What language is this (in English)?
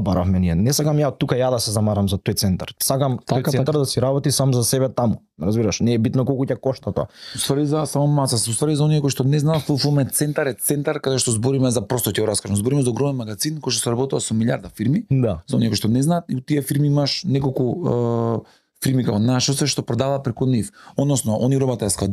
Macedonian